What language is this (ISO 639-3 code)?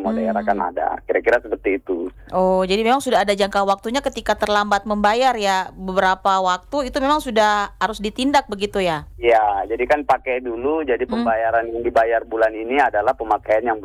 ind